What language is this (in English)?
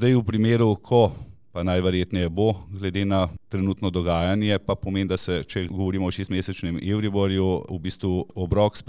Slovenian